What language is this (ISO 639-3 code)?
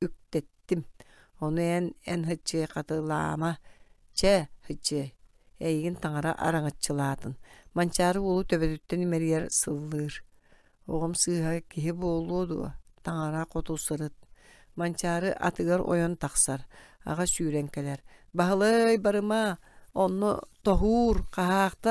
sah